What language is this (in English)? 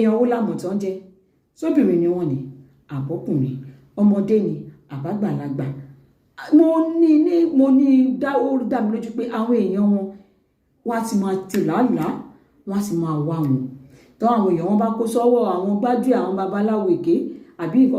Yoruba